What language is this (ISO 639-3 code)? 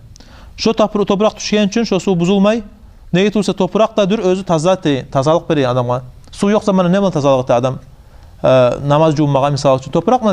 kum